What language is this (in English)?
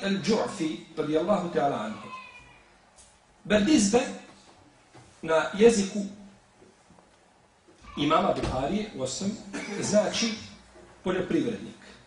Bosnian